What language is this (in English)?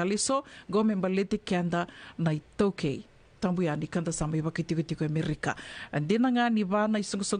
Fijian